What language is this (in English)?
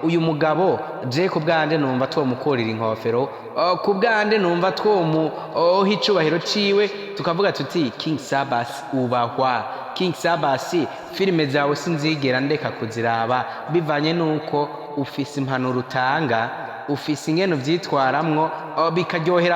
Rundi